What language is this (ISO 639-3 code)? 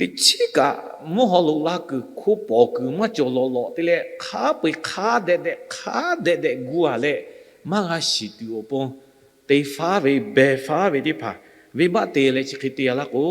lhu